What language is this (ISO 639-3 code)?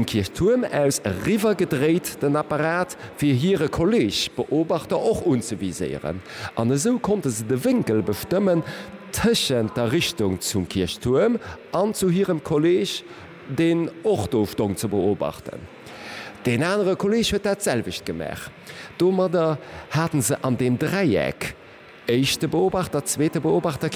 ltz